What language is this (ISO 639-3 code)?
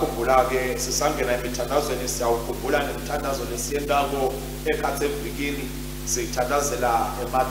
ssw